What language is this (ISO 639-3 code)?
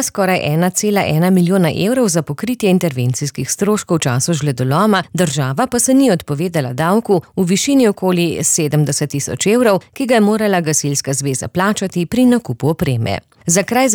slv